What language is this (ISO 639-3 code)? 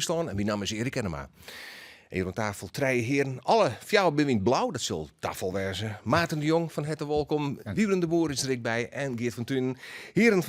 fry